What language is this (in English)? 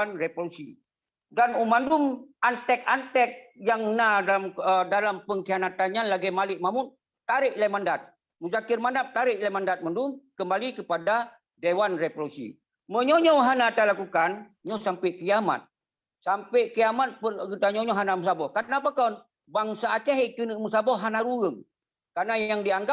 Achinese